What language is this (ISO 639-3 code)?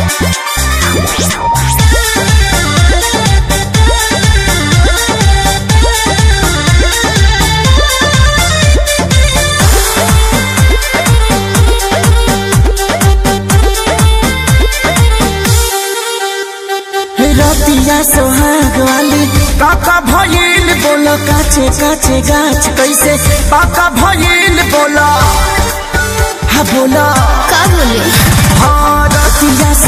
bho